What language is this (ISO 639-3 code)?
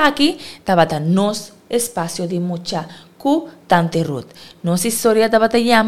pap